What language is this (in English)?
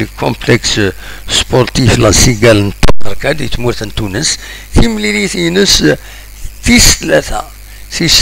Kabyle